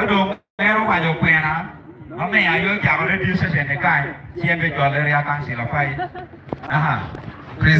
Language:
Acoli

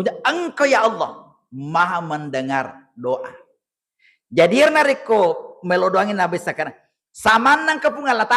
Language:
Buginese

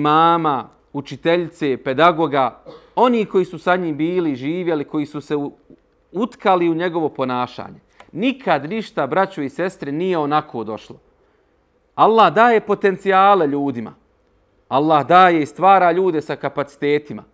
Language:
Bosnian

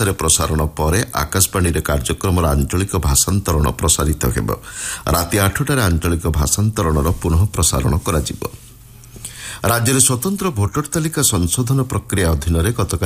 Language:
Odia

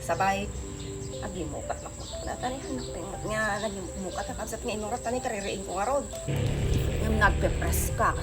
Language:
Iloko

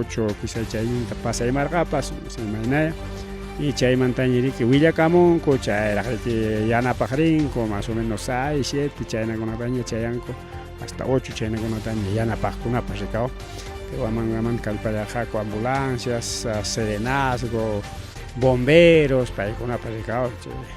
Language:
Ayacucho Quechua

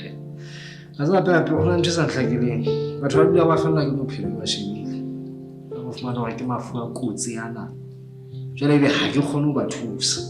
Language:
Southern Sotho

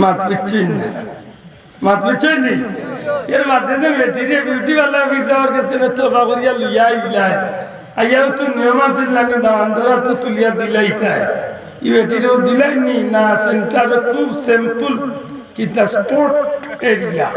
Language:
Sylheti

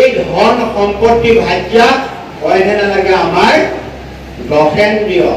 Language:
Assamese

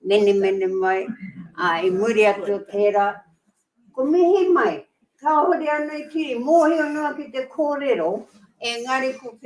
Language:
Māori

